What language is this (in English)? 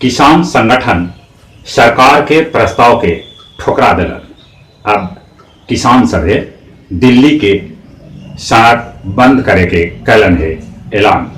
Magahi